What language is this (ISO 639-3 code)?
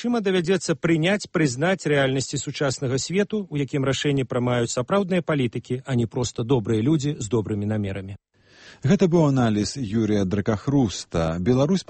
bel